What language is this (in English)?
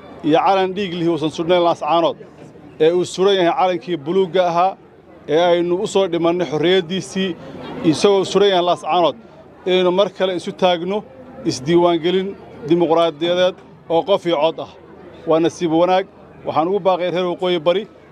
Somali